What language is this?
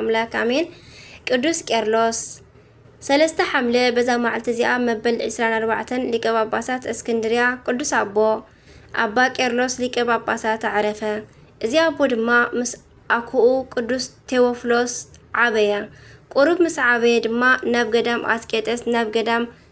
Tigrinya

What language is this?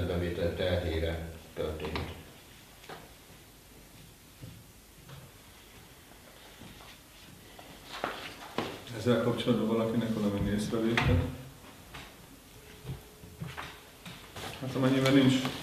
Hungarian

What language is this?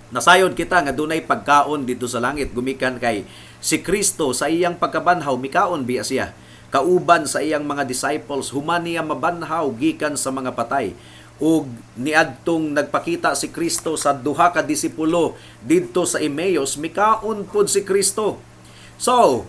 Cebuano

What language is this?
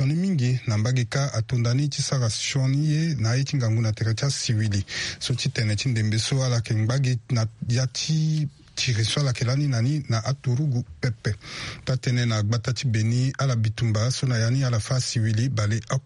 Sango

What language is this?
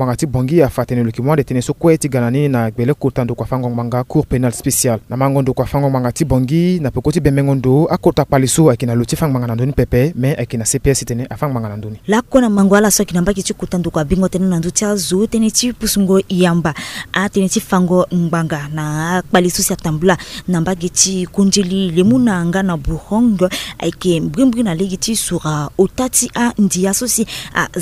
Sango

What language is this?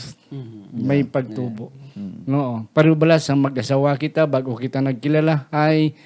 Hiligaynon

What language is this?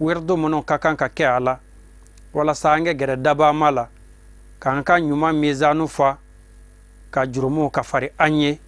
Bambara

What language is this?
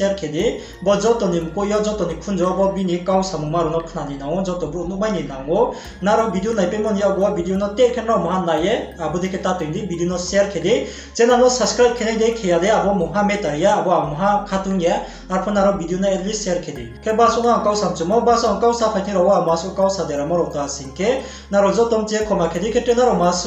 Riang (India)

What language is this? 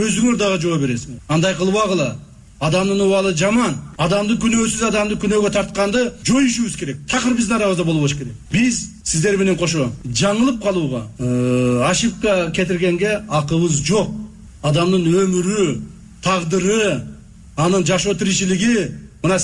Kyrgyz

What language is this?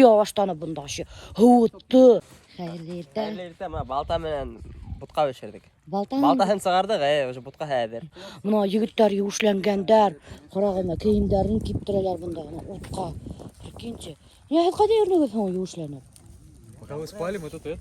Bashkir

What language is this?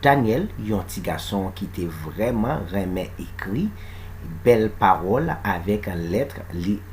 Haitian Creole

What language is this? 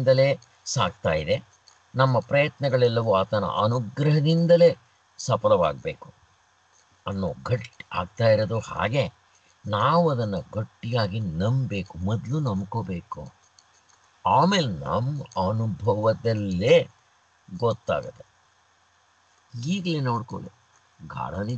Kannada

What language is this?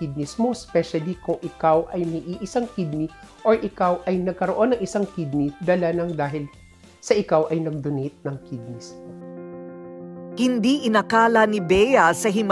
Filipino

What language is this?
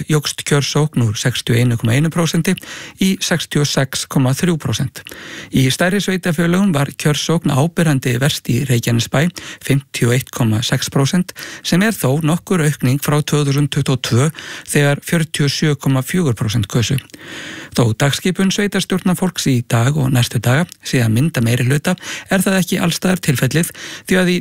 Icelandic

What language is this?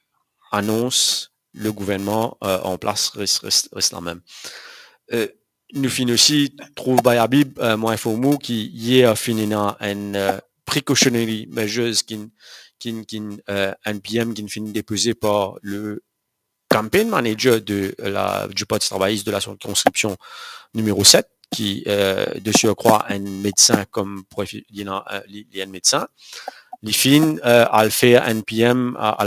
Morisyen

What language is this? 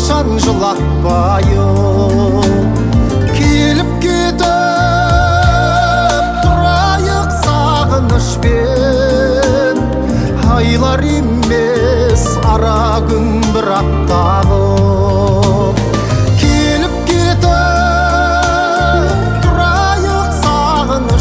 Kazakh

